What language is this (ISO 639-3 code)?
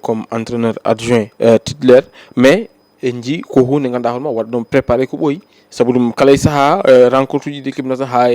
ful